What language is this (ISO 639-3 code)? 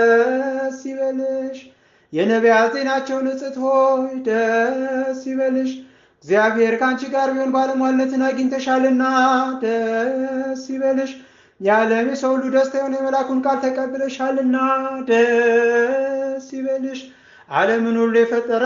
amh